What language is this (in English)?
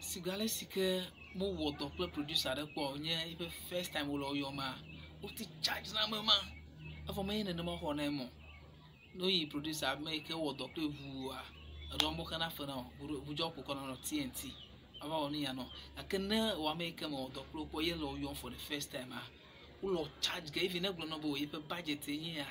Ewe